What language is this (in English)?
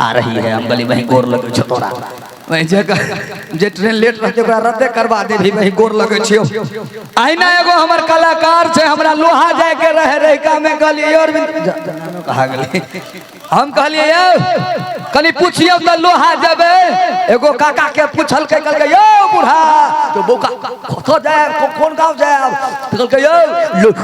Maithili